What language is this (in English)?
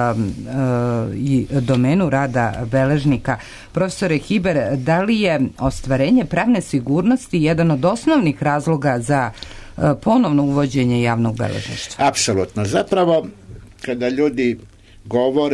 Serbian